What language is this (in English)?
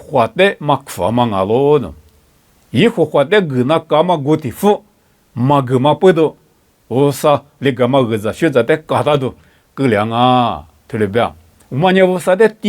Lisu